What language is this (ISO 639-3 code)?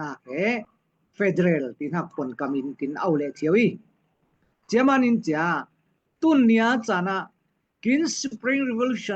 cfm